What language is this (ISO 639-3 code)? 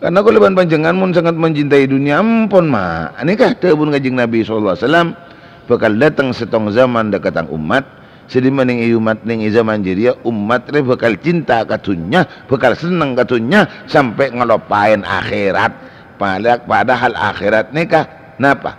mad